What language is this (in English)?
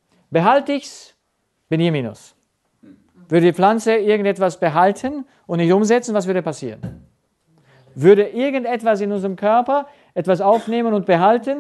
German